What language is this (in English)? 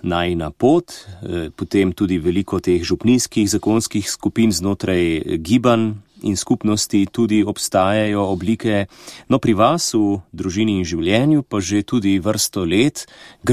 Slovenian